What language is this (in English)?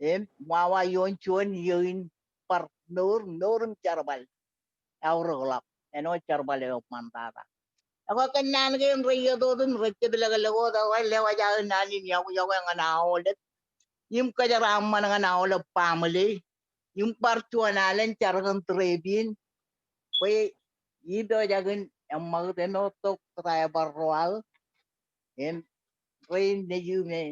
Marshallese